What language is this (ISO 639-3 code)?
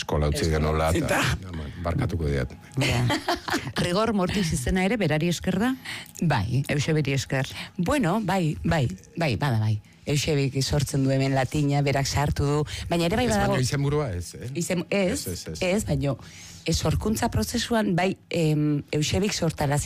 eus